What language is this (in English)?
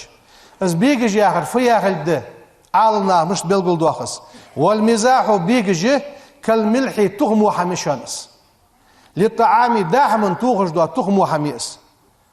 Ingush